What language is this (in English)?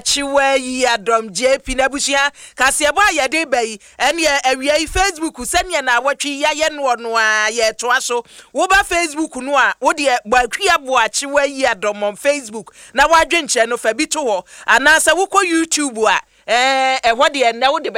Akan